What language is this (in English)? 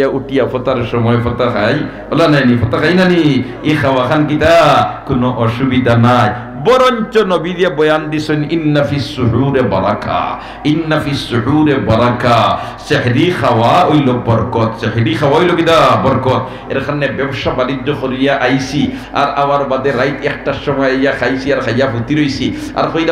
Sylheti